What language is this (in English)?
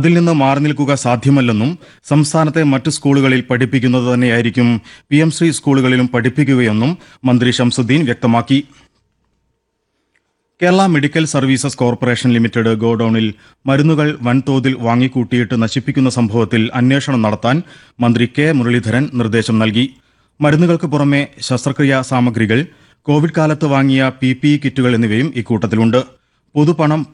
Malayalam